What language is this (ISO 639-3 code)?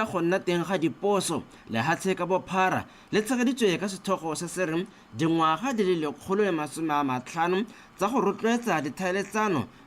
tsn